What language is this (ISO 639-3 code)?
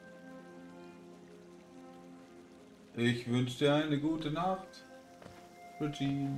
deu